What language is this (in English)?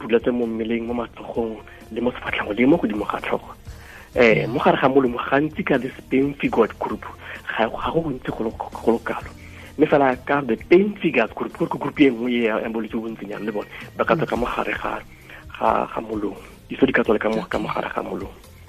Tswana